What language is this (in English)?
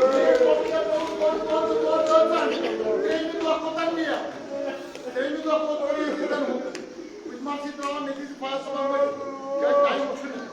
Kashmiri